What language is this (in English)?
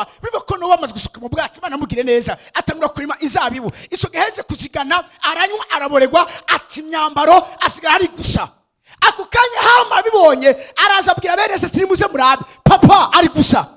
Rundi